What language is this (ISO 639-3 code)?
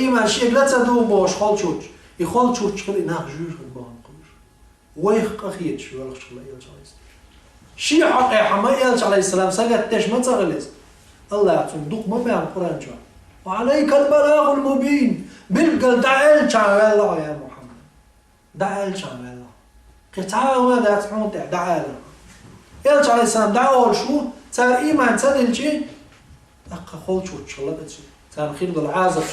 che